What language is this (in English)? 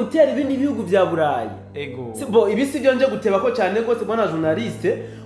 Rundi